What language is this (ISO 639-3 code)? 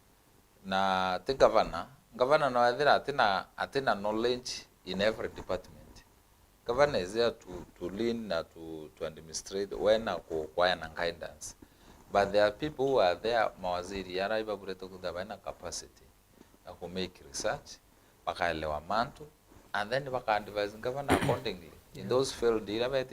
mer